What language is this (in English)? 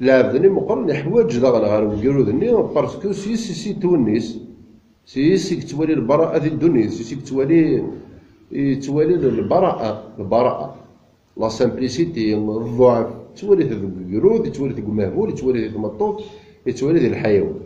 Kabyle